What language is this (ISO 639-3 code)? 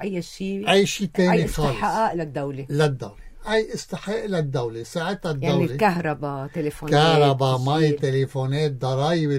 apc